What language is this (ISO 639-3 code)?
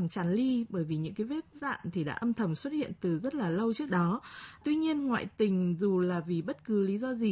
vie